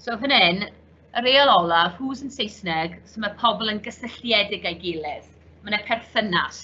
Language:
Welsh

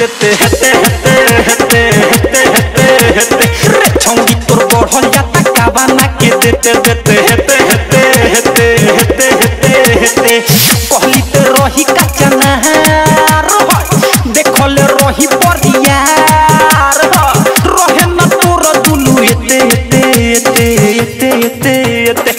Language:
Bhojpuri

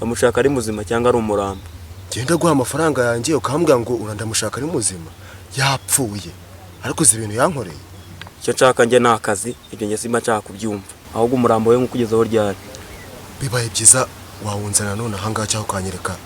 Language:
Kinyarwanda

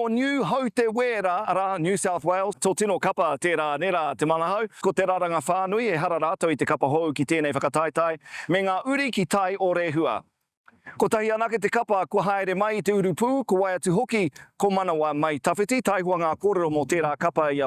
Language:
Māori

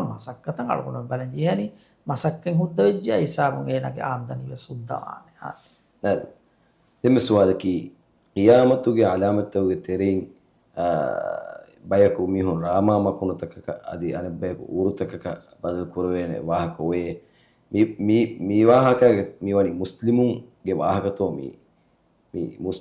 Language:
Divehi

